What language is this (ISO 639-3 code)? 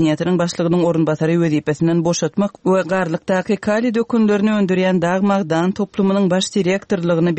tuk